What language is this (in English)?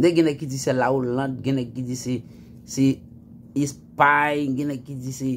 Haitian Creole